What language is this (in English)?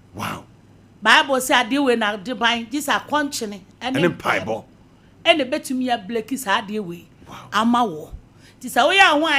Akan